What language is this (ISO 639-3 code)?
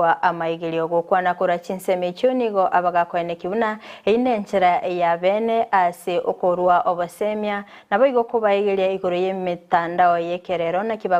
guz